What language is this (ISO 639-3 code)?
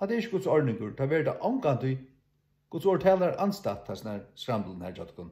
fao